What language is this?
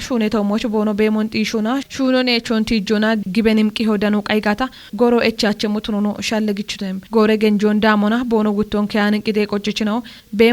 Kafa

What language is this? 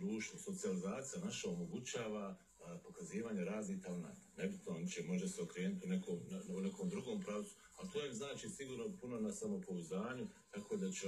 Bosnian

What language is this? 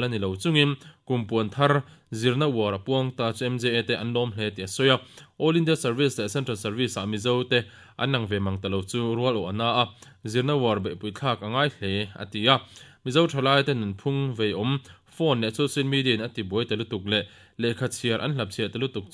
Mizo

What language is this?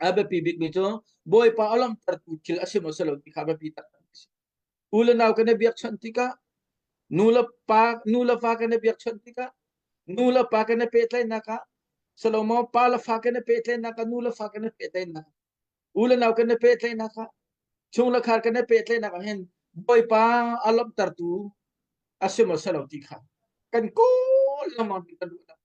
Hakha Chin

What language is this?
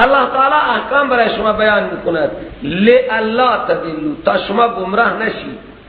Persian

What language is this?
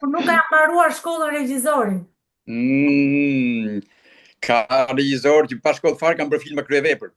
Albanian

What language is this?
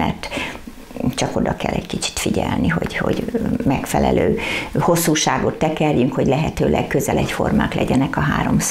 Hungarian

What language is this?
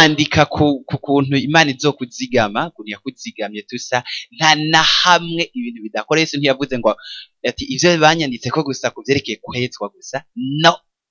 Rundi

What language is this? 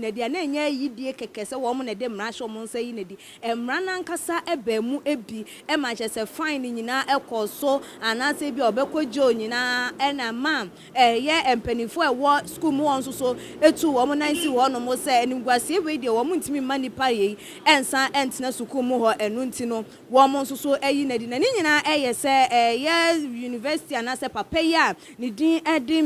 Akan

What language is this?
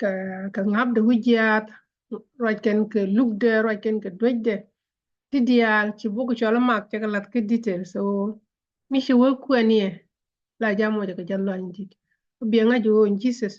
Nuer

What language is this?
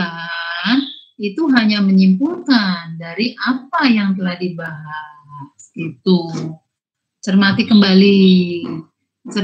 Indonesian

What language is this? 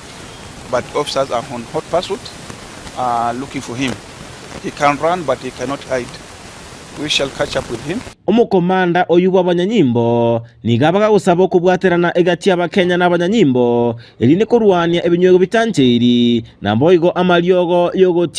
Gusii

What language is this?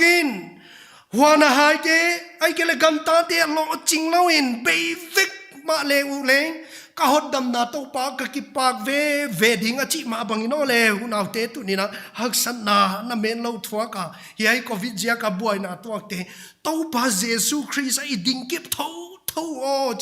Paite Chin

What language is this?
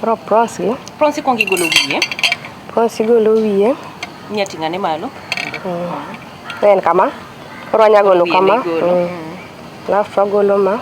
Luo (Kenya and Tanzania)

